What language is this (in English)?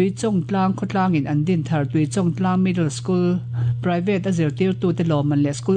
Mizo